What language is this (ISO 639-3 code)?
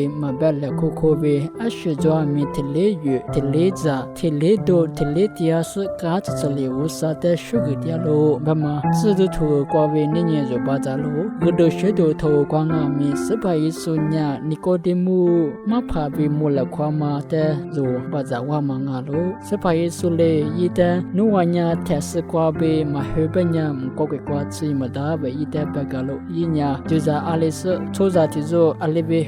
lis